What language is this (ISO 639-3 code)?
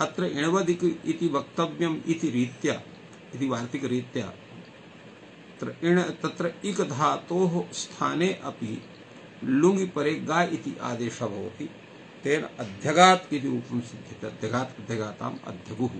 san